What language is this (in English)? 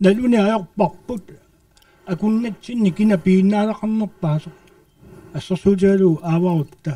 Kalaallisut